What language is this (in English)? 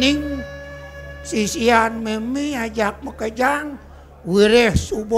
Balinese